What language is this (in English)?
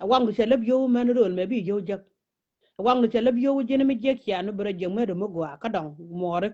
Nuer